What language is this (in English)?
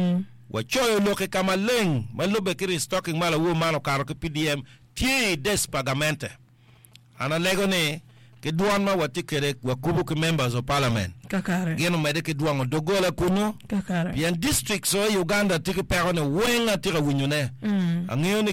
Acoli